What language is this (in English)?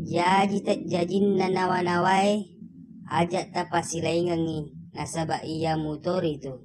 Buginese